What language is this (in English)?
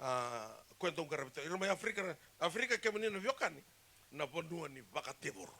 Fijian